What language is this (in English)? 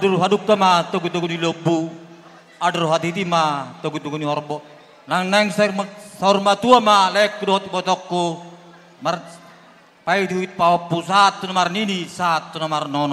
Batak Toba